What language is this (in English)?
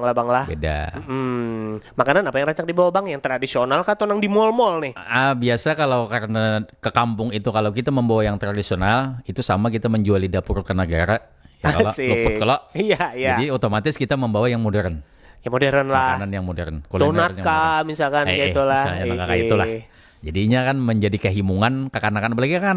Banjar